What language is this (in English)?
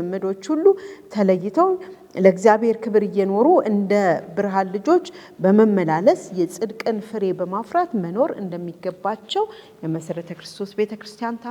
Amharic